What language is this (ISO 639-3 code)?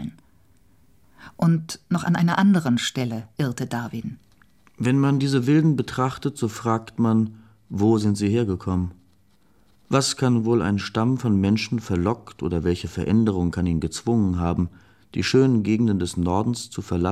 deu